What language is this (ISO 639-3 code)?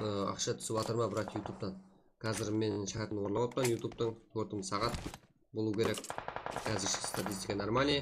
kaa